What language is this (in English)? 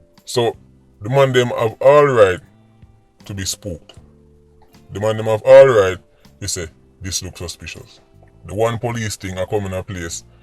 Jamaican Creole English